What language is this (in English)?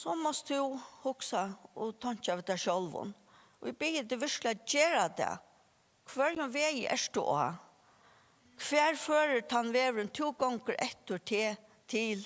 Faroese